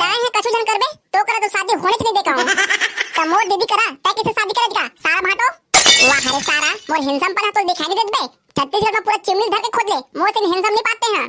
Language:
Chhattisgarhi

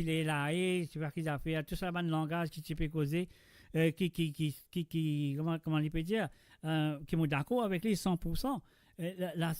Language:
Morisyen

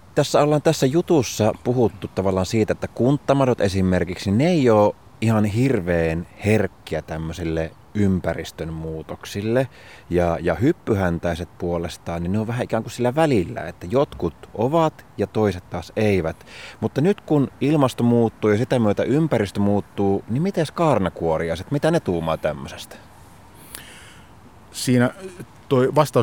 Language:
Finnish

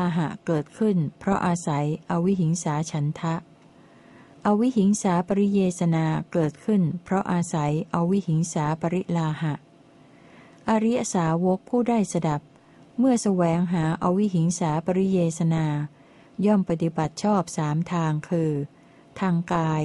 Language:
Thai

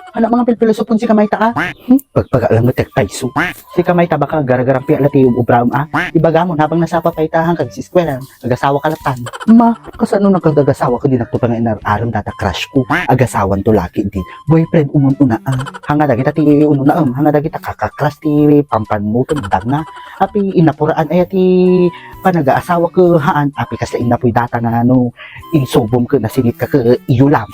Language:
Iloko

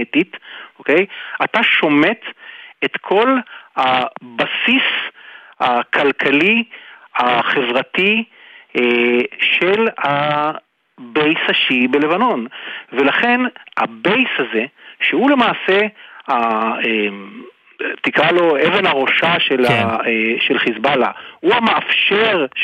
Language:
Hebrew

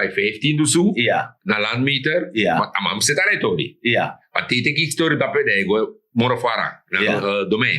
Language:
Sranan Tongo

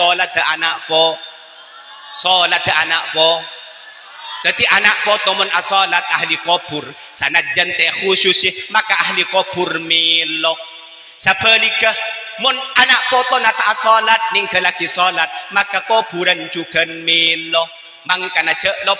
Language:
Madurese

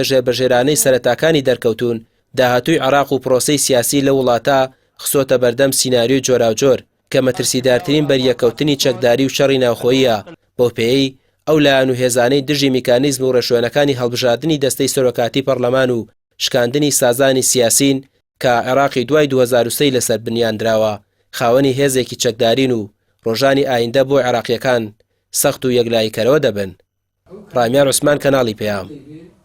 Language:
Central Kurdish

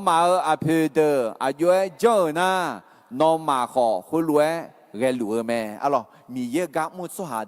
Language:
Akha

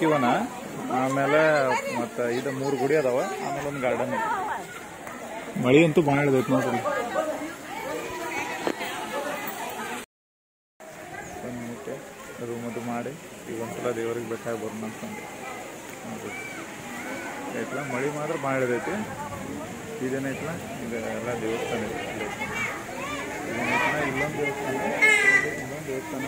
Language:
Kannada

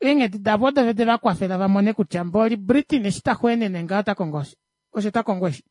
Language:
Kuanyama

